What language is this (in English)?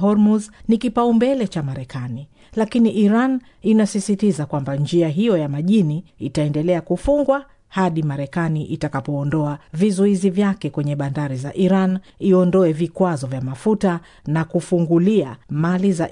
Swahili